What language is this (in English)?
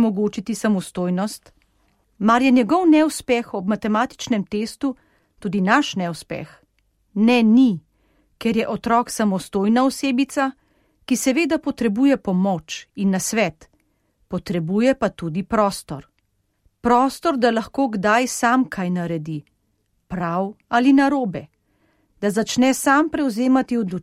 Slovenian